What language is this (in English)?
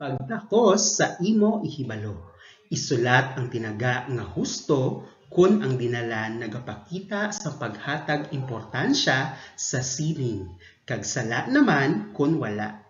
Hiligaynon